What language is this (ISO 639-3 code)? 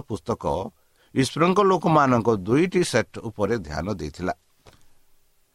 ori